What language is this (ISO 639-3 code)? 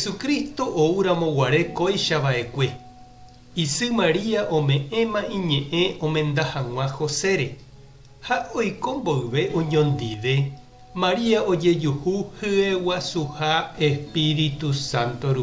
grn